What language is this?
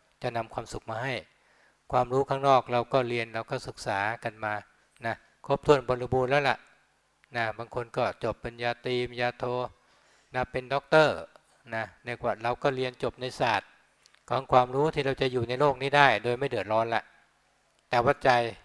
Thai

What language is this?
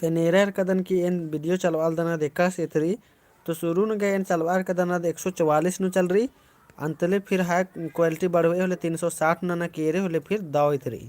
Kurukh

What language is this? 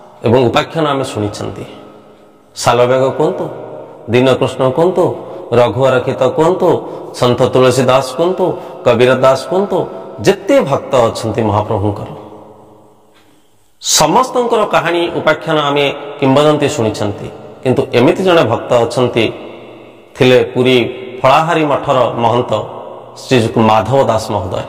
Odia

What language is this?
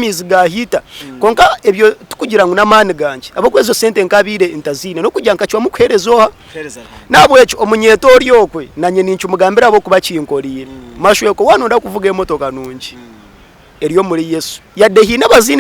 Nyankole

